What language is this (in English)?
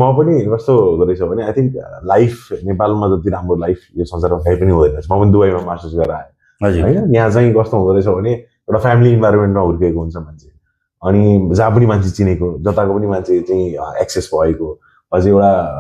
Nepali